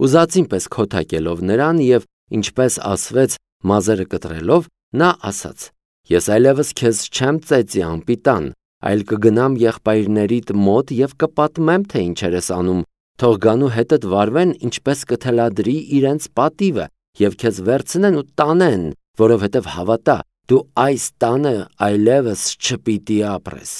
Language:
Armenian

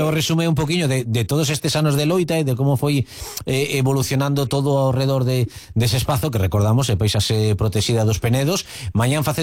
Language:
Galician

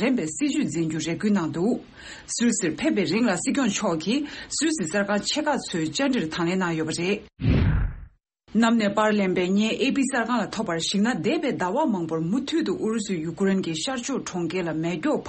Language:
Tibetan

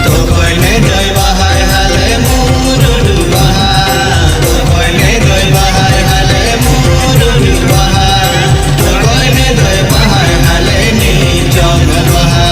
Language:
Santali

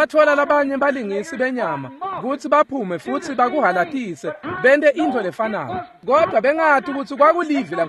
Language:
Swati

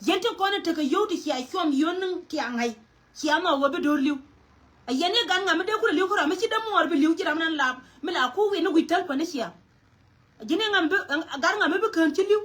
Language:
Nuer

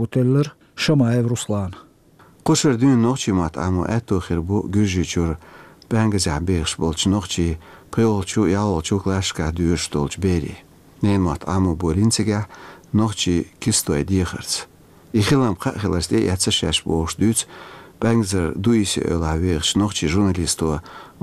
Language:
Chechen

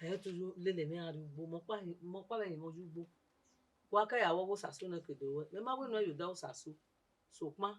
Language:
Bini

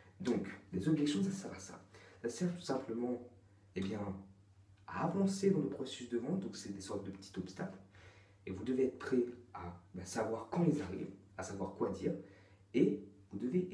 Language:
French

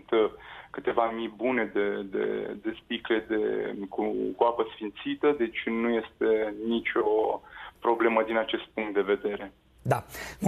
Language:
Romanian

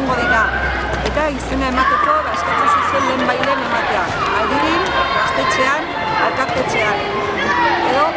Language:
Basque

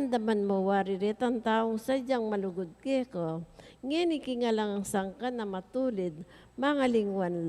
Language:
Pampanga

